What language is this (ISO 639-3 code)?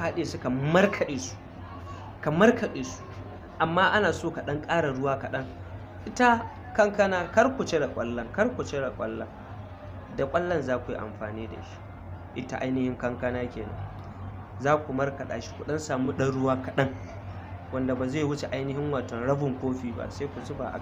hau